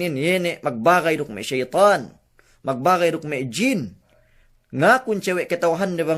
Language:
Yakan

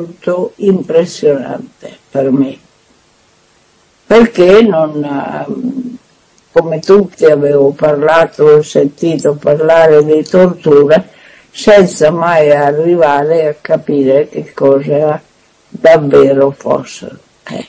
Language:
Italian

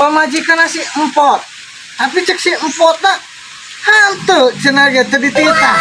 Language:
Sundanese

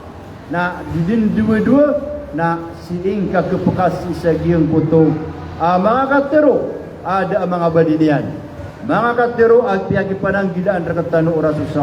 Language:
Maranao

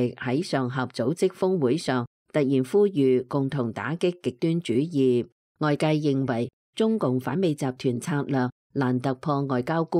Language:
Cantonese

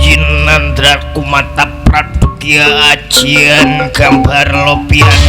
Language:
Betawi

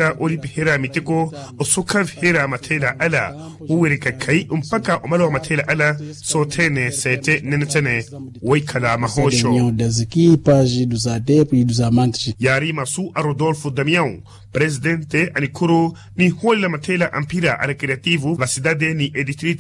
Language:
Makhuwa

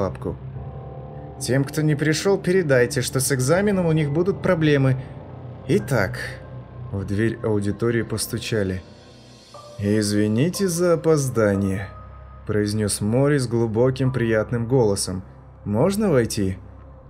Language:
Russian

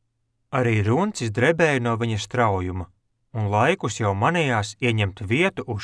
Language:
Latvian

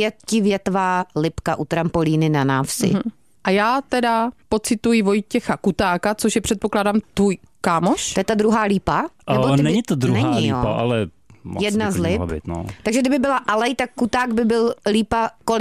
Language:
Czech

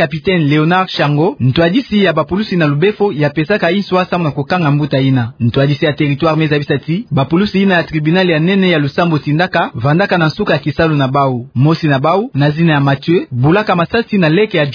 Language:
Kituba (Democratic Republic of Congo)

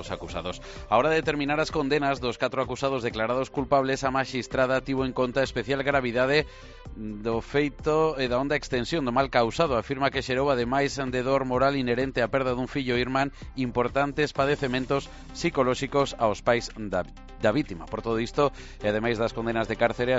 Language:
Galician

